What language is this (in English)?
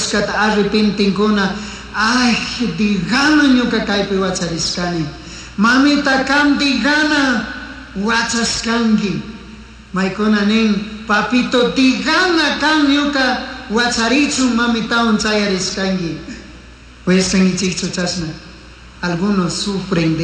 Chimborazo Highland Quichua